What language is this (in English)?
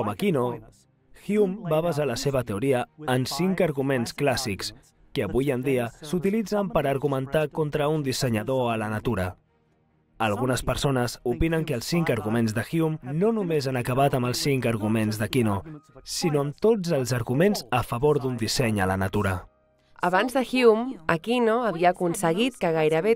Catalan